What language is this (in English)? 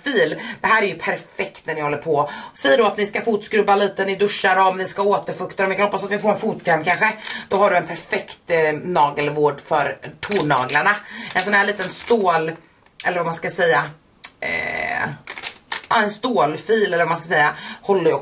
Swedish